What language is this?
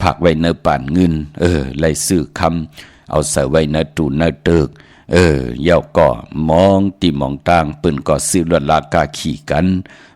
Shan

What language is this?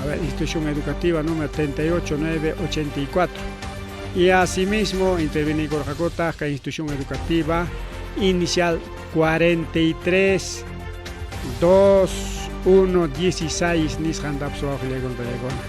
Ayacucho Quechua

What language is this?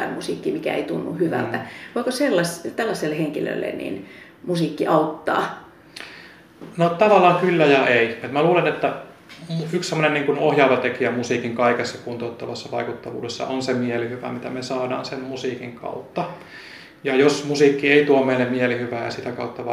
Finnish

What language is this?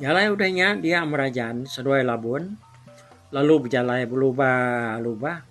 Iban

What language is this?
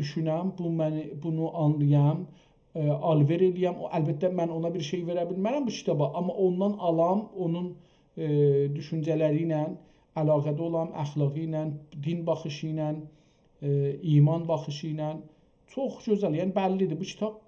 South Azerbaijani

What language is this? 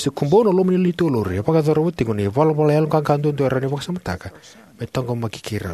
Fijian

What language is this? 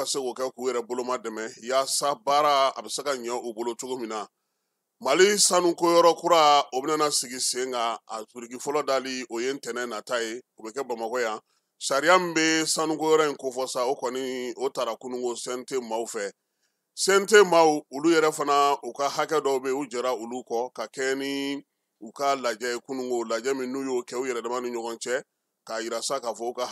Bambara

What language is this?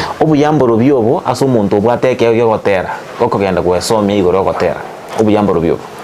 Gusii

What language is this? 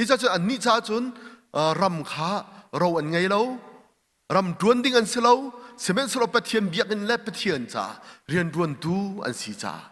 Hakha Chin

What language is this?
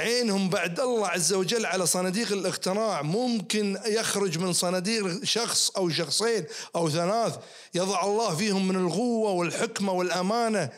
Najdi Arabic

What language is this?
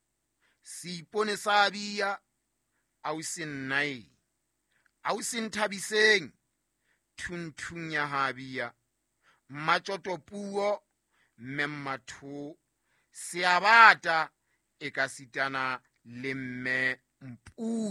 Southern Sotho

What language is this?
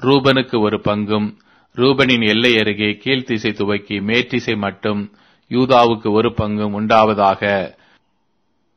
Tamil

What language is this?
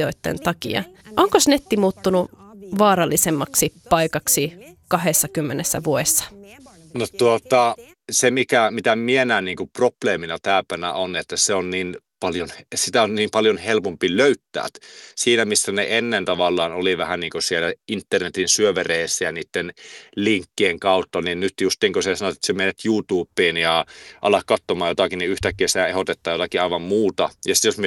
Finnish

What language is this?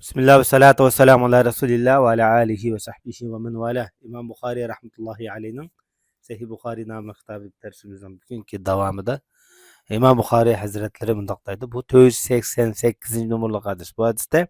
Uyghur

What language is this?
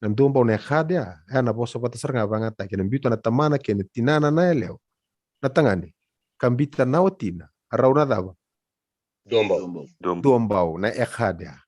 Fijian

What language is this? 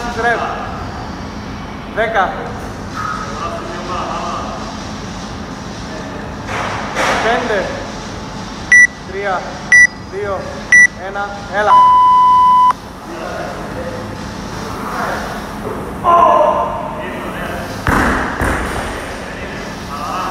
Greek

